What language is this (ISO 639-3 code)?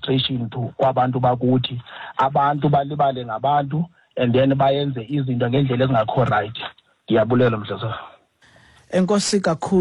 xho